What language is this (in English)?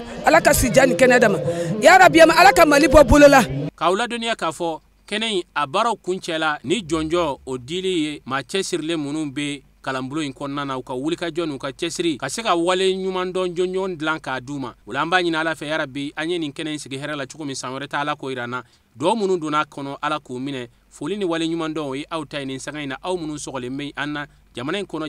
Bambara